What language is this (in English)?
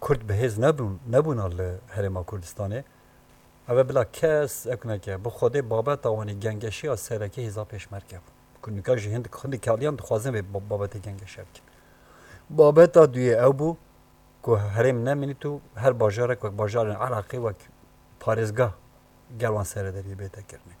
Kurdish